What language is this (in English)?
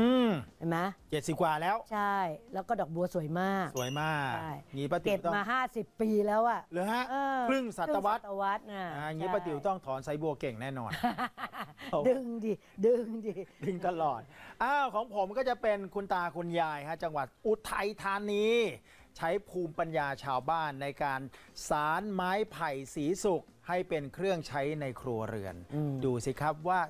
Thai